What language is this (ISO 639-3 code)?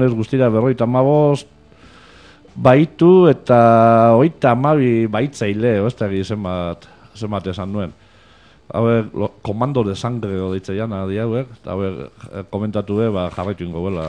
eus